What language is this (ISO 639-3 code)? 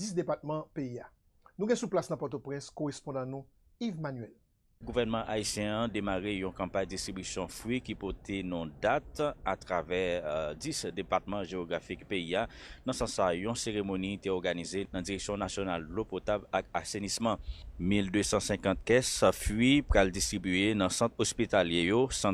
hat